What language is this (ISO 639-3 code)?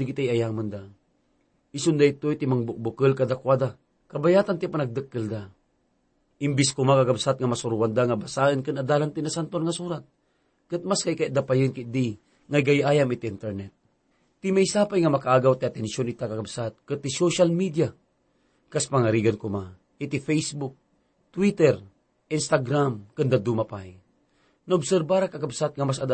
ilo